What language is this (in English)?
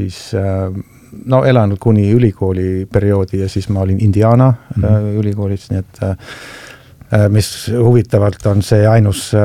Estonian